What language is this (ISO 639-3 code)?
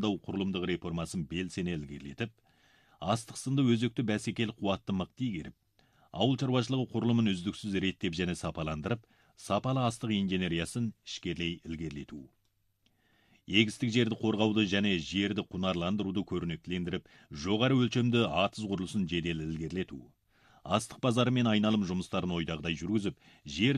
kaz